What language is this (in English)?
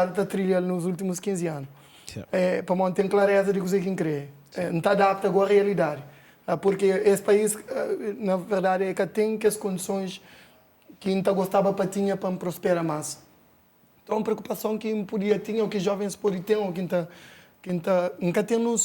Kabuverdianu